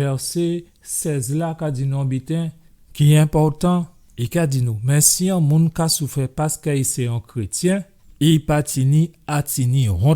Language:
Guadeloupean Creole French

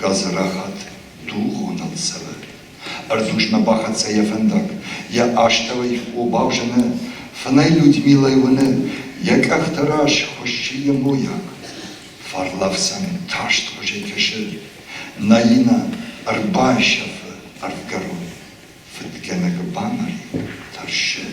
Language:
Ossetic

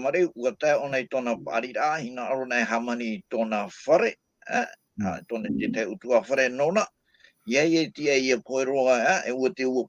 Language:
Tahitian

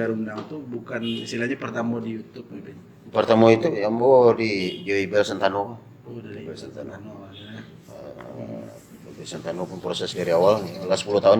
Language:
Minangkabau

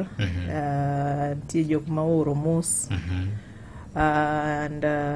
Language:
Luo (Kenya and Tanzania)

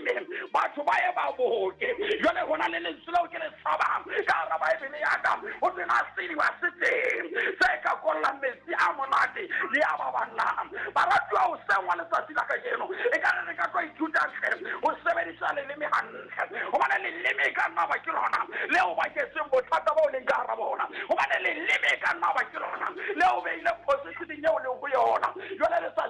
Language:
Southern Sotho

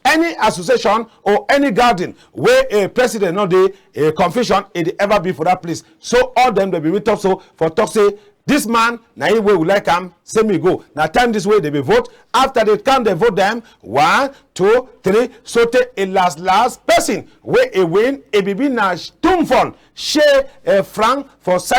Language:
Cameroon Pidgin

